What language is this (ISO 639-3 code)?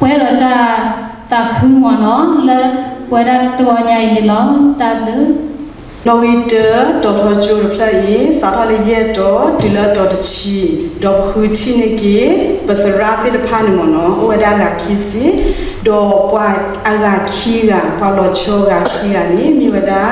ksw